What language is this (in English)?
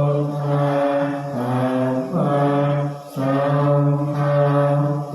Pali